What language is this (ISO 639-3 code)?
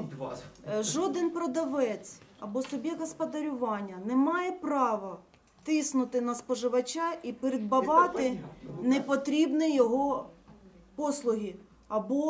ukr